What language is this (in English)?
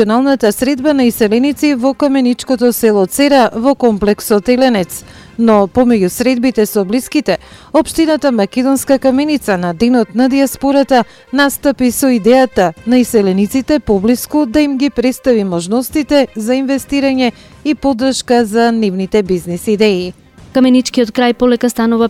Macedonian